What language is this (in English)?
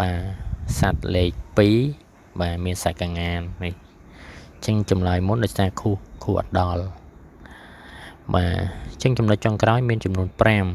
Khmer